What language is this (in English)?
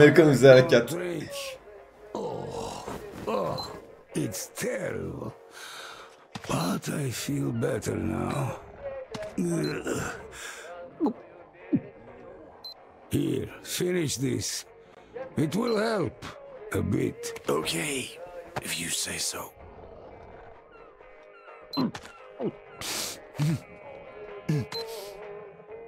Turkish